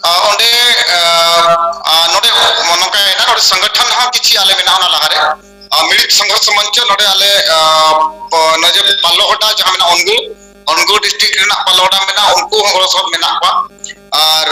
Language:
Santali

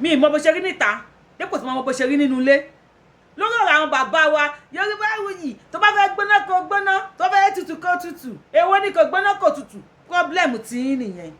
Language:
Yoruba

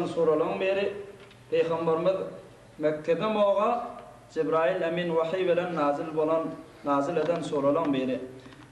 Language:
Turkmen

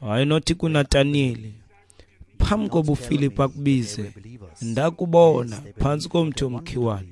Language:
Xhosa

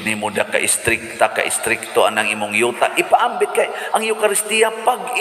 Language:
Cebuano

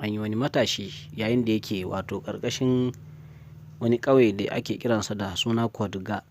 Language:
Hausa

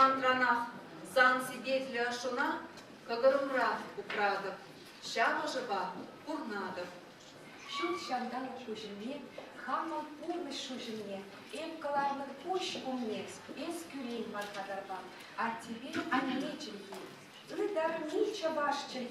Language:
Chuvash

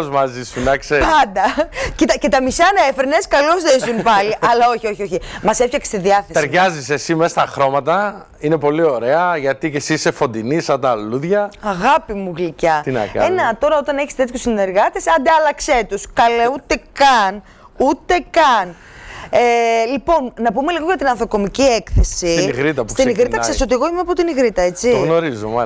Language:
Greek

